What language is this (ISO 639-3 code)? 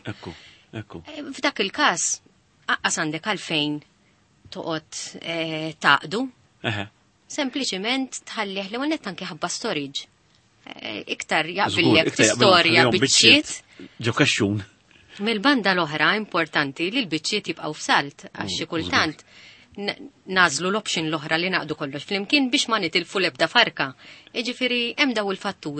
mlt